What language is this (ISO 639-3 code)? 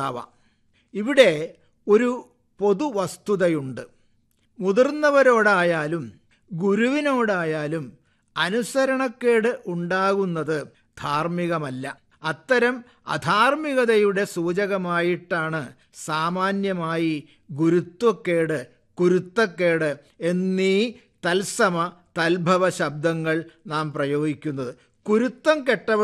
mal